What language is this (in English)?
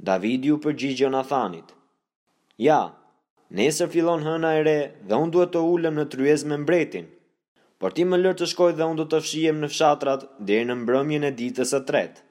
Albanian